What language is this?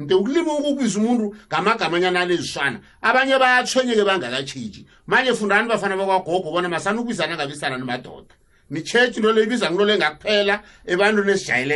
South Ndebele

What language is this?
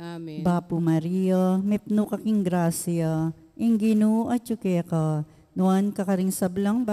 Pampanga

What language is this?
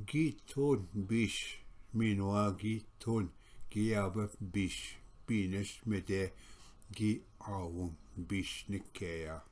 Ojibwa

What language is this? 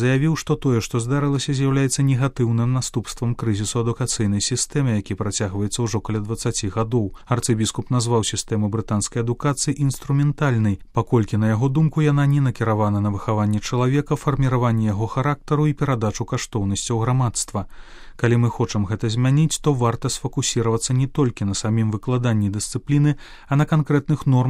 Belarusian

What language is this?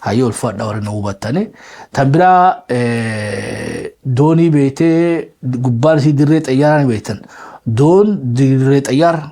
Oromo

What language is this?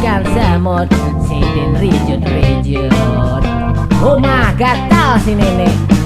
Banjar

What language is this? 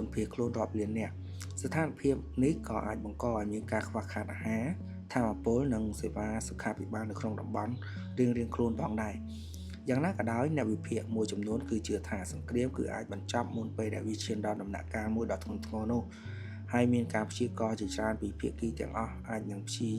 Khmer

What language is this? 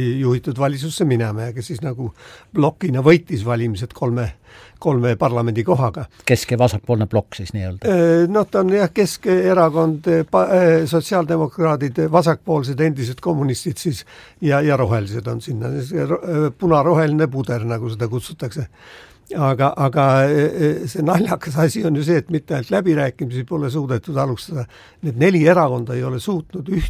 Estonian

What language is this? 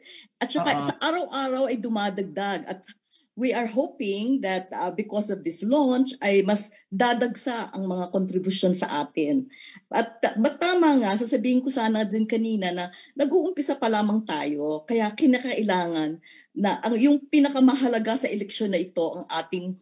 Filipino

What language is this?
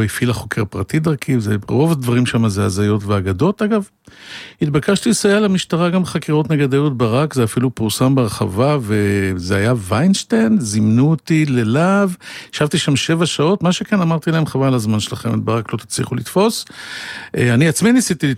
Hebrew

